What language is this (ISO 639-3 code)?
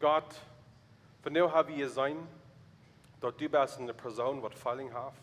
pdt